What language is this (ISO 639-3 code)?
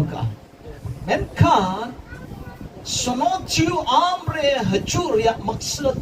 sat